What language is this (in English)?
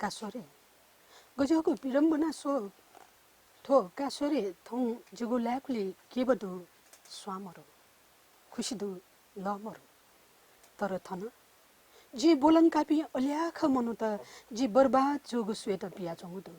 Newari